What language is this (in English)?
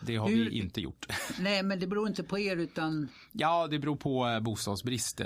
Swedish